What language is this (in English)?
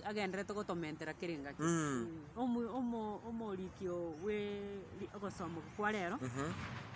Gusii